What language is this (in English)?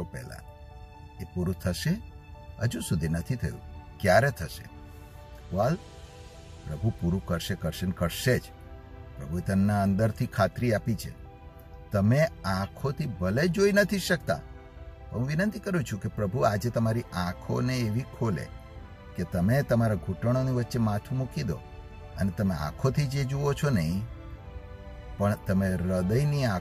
Gujarati